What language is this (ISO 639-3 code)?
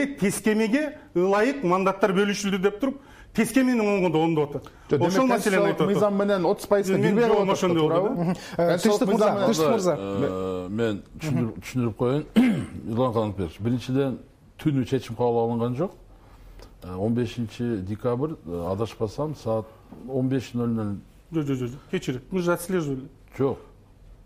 kir